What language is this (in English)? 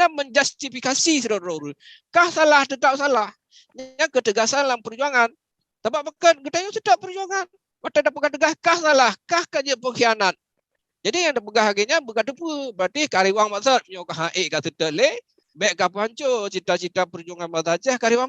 Achinese